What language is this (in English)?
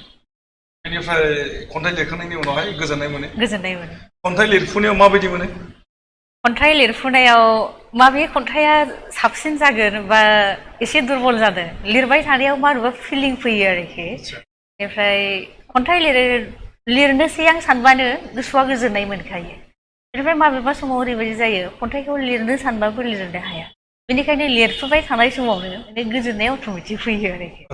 Bodo